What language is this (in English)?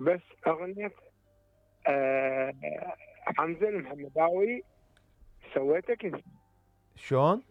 Mesopotamian Arabic